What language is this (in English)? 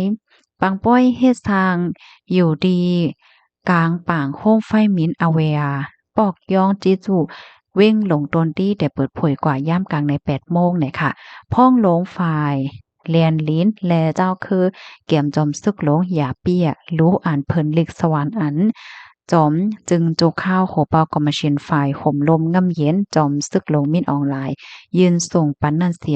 Shan